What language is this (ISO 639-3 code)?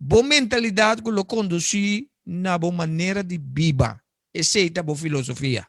pap